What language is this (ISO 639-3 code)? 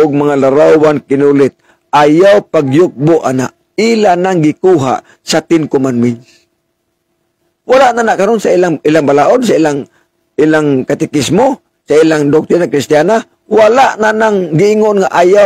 ceb